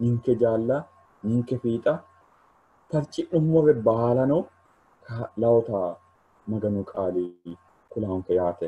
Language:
Sidamo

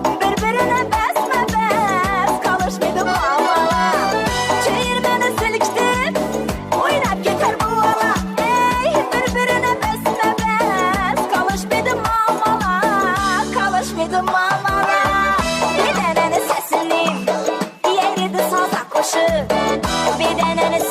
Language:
Kara-Kalpak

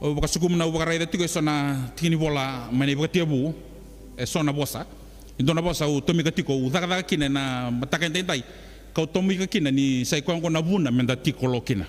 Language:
Fijian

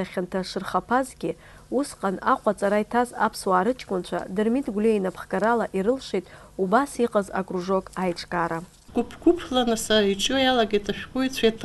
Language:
Abkhazian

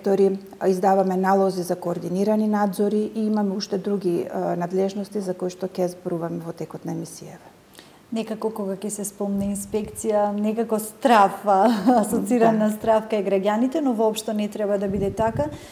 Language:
Macedonian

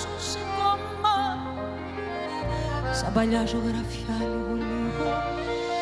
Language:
Greek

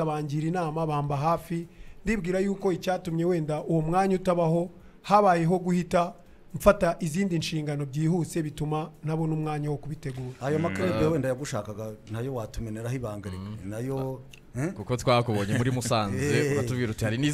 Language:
Kinyarwanda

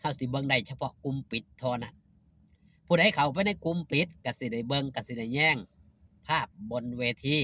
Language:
Lao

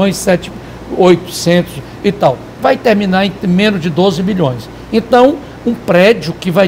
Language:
Portuguese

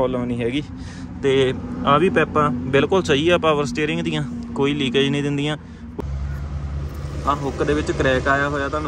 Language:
Punjabi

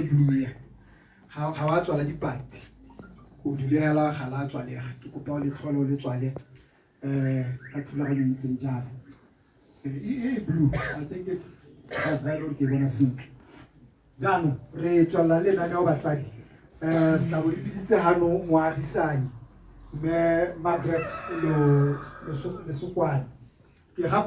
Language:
Tswana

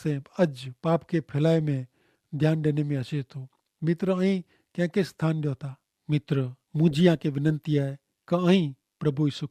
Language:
Kachhi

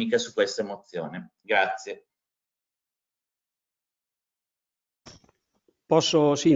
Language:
Italian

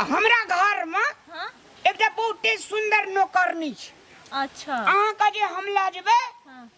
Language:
Maithili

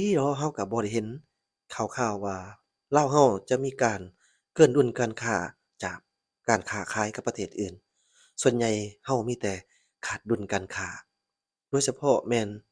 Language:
Lao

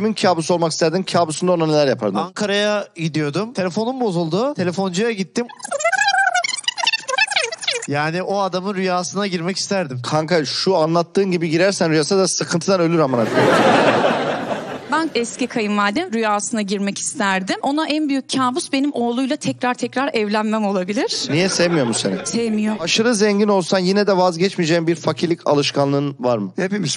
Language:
Turkish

